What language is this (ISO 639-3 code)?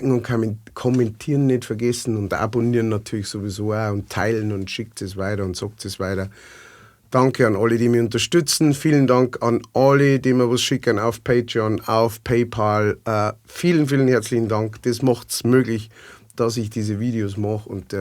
bar